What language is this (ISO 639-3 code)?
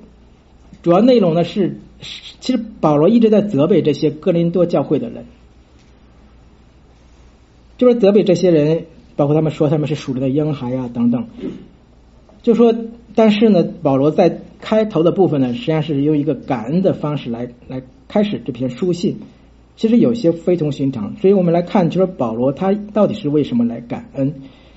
zho